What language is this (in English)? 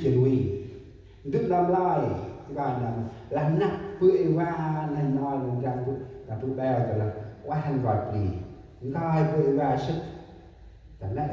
Central Mnong